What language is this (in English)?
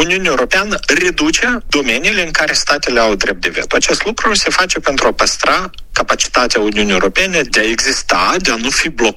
Romanian